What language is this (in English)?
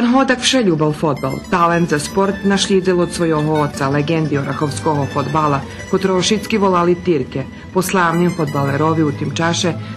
Rusyn